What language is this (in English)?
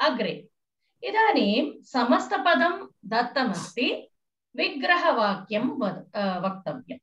Sanskrit